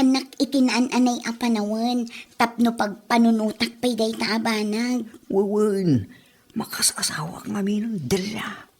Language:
Iloko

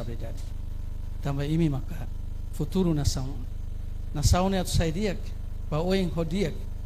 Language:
Tetum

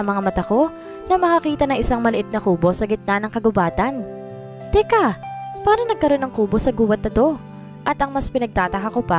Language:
Filipino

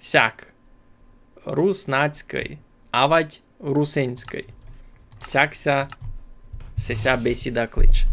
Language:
Rusyn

